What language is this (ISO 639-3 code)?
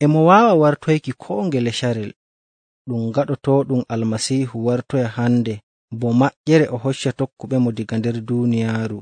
fuv